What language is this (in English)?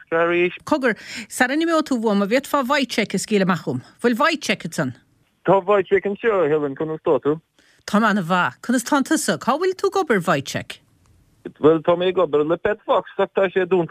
Irish